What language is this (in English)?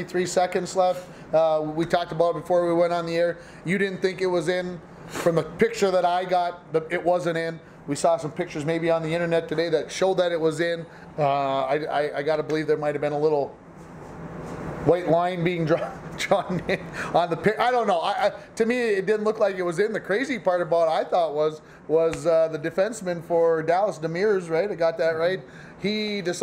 English